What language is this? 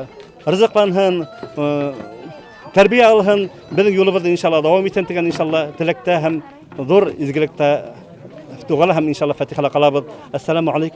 Bashkir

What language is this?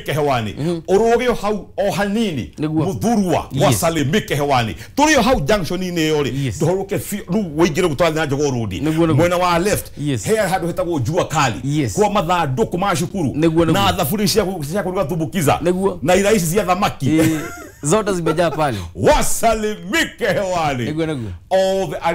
Kikuyu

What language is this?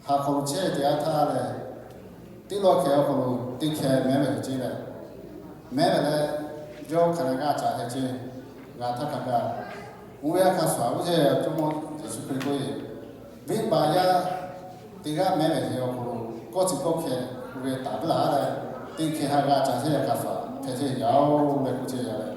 Lahu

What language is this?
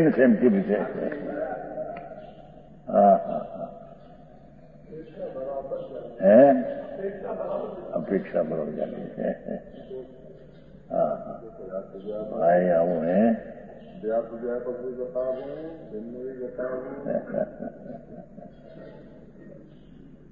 Gujarati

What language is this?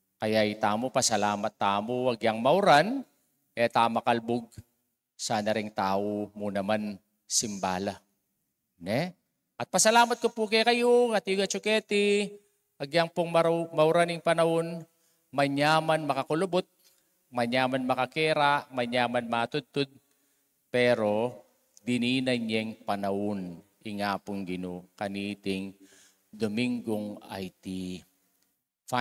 Pampanga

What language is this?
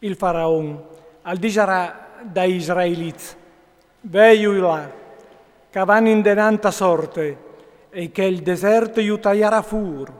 Friulian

